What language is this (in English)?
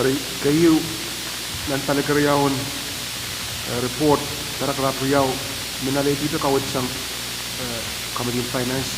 Pohnpeian